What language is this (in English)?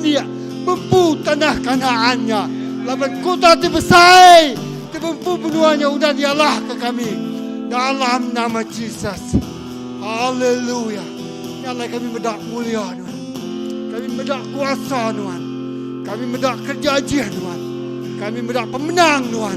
Iban